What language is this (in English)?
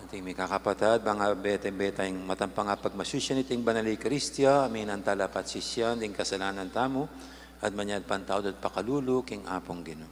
Pampanga